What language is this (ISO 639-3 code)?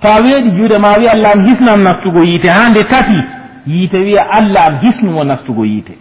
ful